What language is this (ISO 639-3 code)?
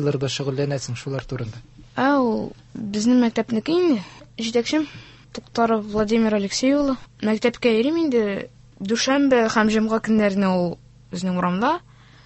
tat